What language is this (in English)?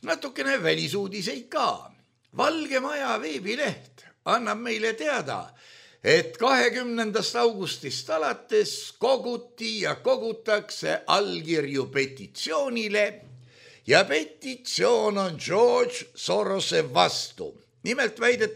Estonian